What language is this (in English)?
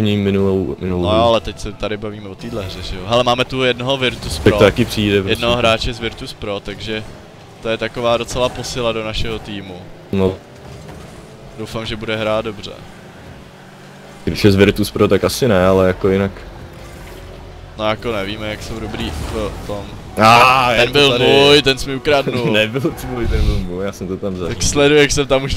Czech